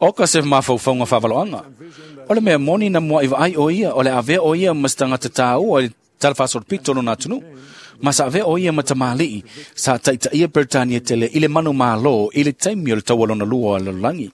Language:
Samoan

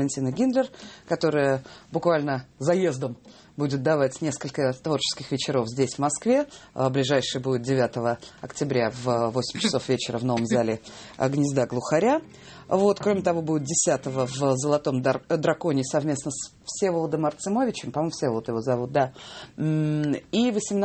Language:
Russian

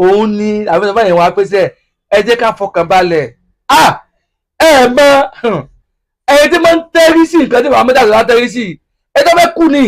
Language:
Yoruba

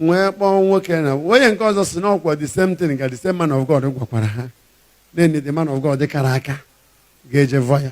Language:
Igbo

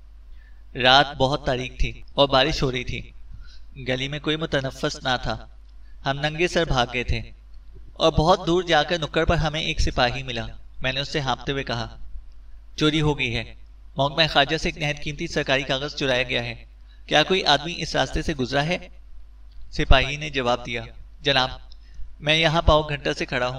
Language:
Urdu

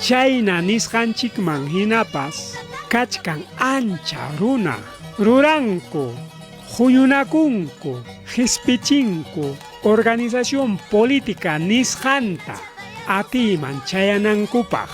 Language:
Ayacucho Quechua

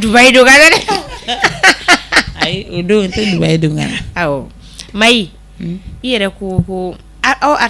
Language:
Bambara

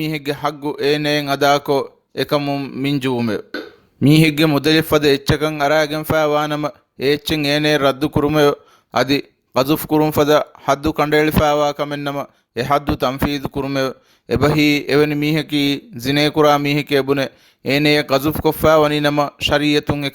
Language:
Divehi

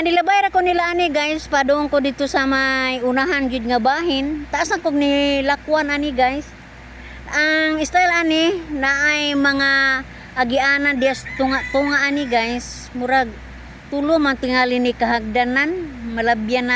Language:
Cebuano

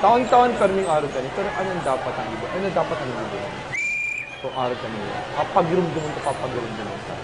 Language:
Bikol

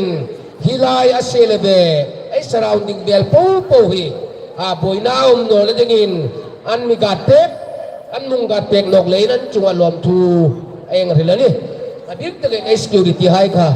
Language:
Hmar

